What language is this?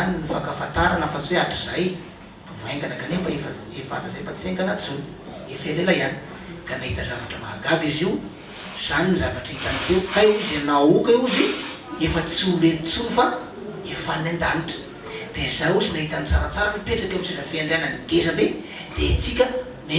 Malagasy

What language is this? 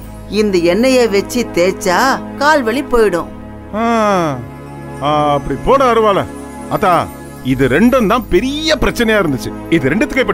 Tamil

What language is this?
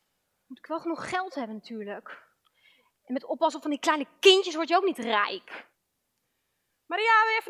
Dutch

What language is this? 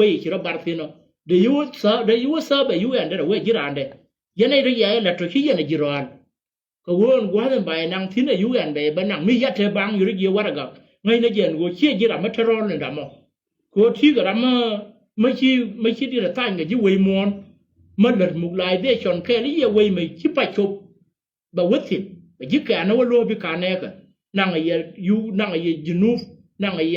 Nuer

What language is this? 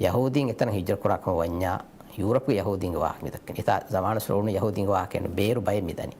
Divehi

